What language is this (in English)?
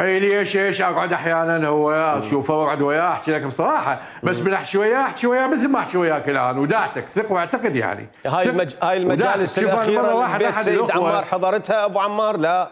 Mesopotamian Arabic